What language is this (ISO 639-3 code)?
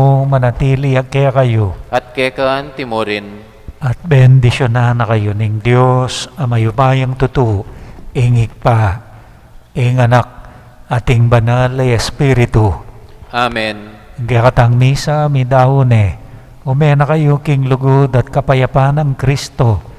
pam